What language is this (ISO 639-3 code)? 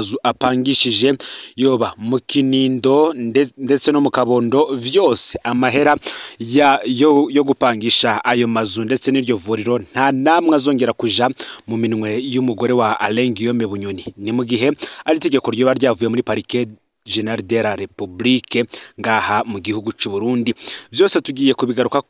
run